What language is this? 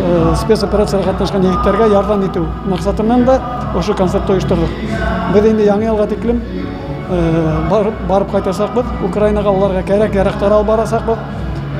Bashkir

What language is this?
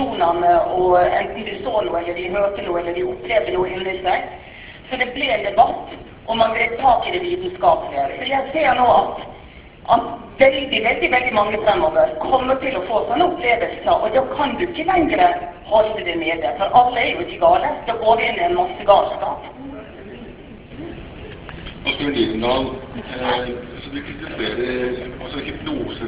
Norwegian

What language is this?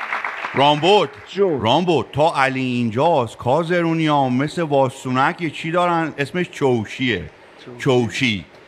Persian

